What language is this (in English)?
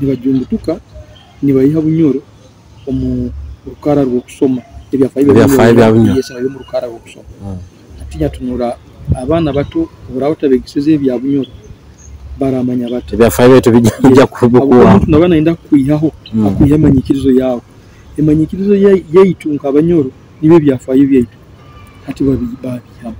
Nyoro